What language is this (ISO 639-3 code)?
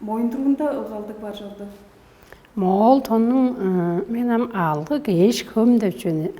tyv